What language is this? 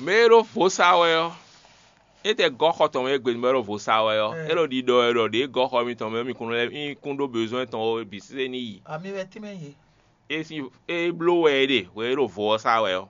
Fon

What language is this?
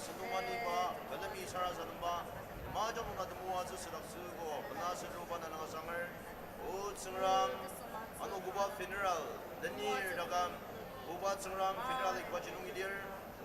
Ao Naga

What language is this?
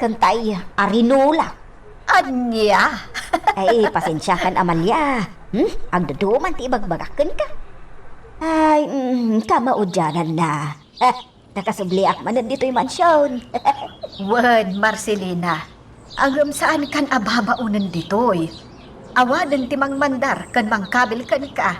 Iloko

